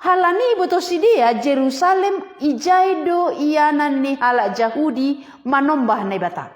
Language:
Batak Simalungun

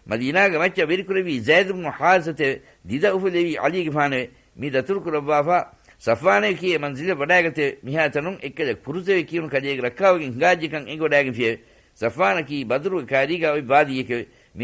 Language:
Divehi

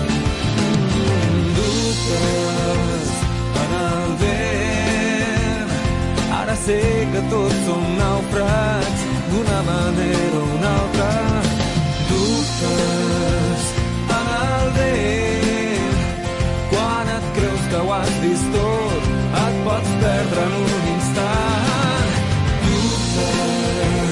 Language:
Catalan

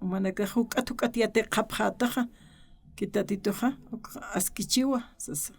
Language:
Aymara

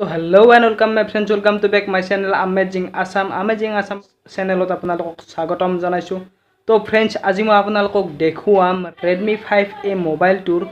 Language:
Assamese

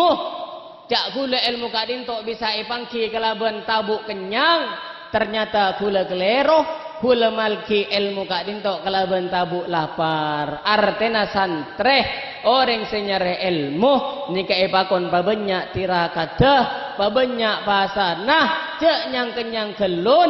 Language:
Madurese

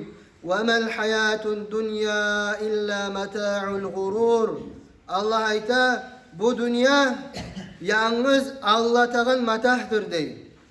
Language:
Kumyk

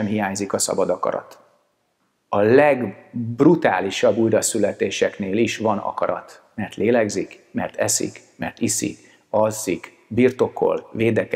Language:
Hungarian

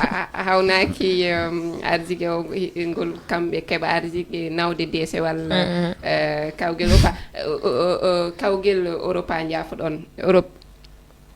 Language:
Fula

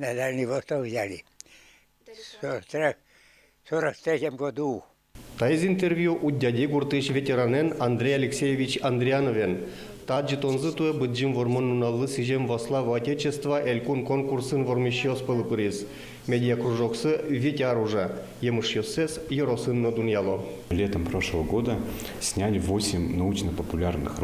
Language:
Udmurt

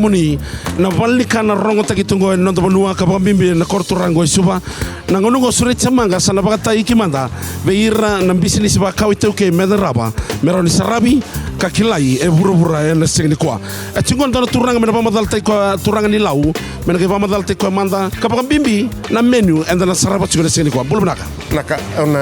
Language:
Fijian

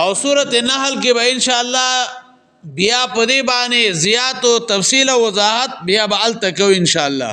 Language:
Pashto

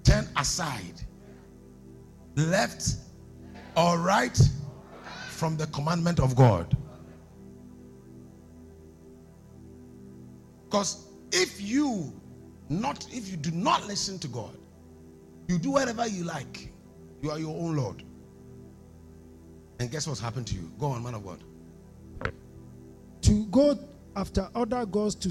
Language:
English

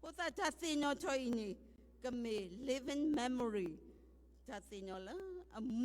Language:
S'gaw Karen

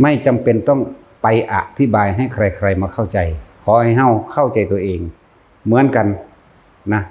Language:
Northeastern Thai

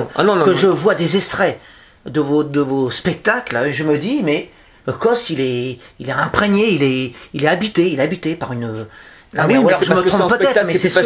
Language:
French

